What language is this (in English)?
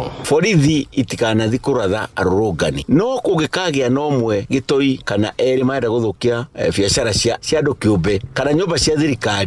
Kikuyu